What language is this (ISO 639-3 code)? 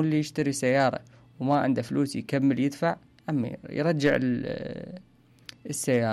acm